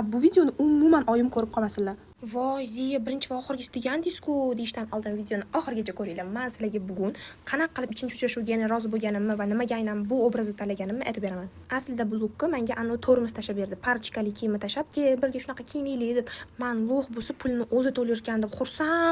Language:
Uzbek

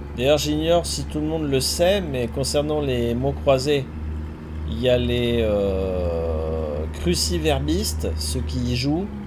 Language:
French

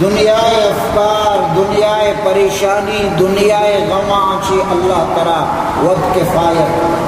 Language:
Baluchi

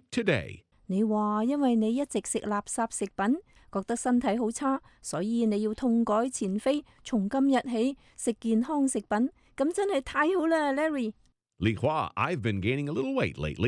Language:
Cantonese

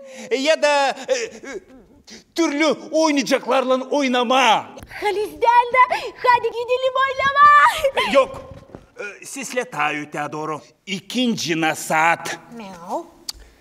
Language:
Gagauz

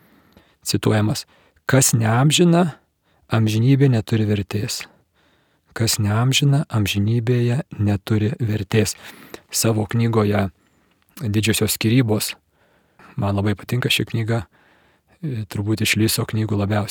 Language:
Lithuanian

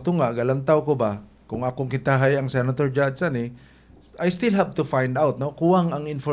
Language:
Cebuano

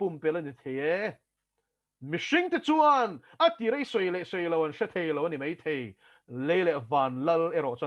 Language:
Mizo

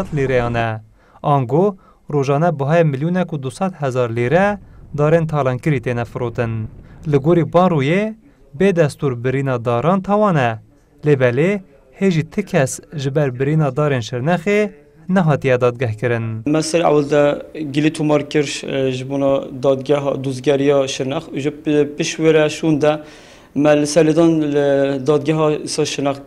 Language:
Kurdish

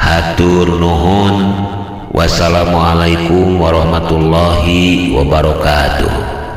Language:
Sundanese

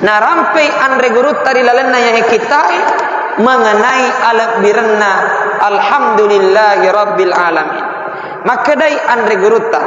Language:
Buginese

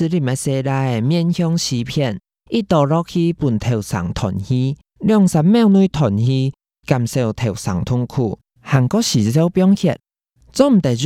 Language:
Hakka Chinese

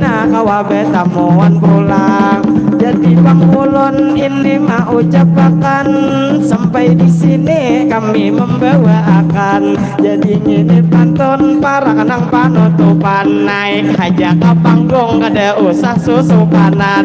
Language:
Banjar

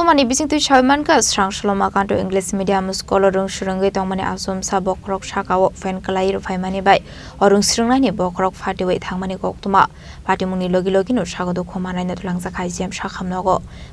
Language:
Kok Borok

